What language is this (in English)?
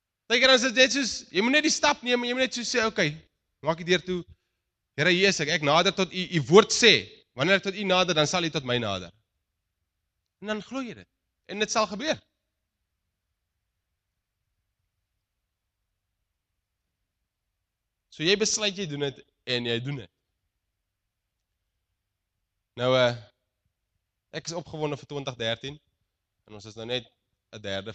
Afrikaans